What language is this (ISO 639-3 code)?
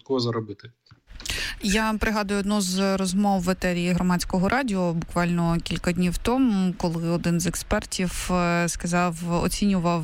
ukr